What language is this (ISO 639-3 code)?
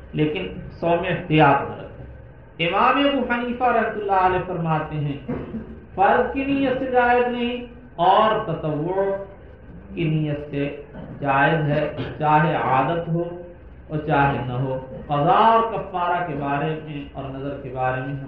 urd